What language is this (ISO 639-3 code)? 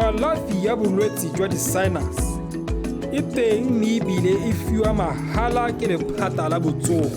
tsn